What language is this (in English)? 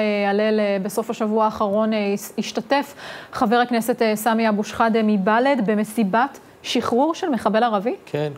Hebrew